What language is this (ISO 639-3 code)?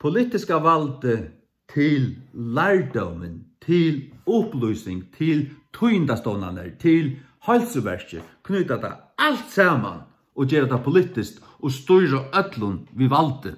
fao